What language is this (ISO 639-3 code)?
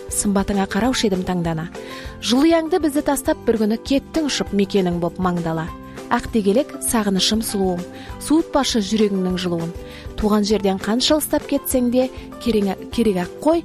kaz